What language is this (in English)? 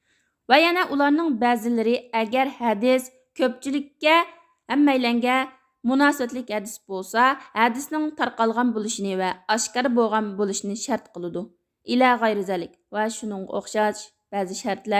Uyghur